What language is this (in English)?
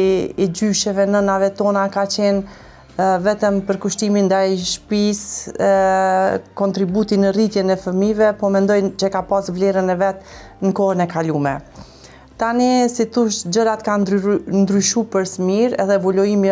Albanian